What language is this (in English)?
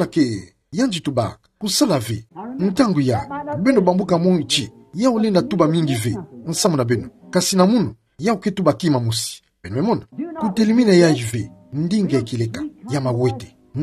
Kituba (Democratic Republic of Congo)